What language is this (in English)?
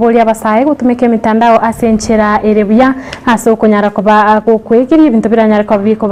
Gusii